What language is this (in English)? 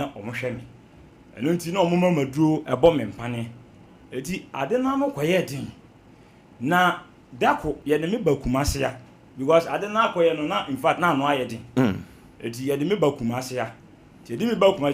Akan